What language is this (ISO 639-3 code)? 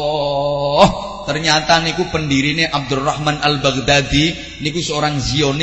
jav